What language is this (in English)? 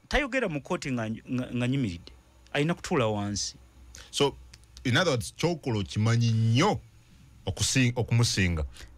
Ganda